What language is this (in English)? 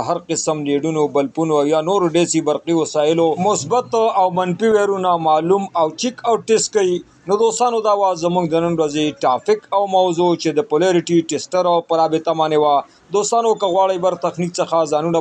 Pashto